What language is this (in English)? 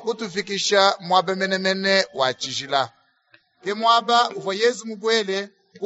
Luba-Lulua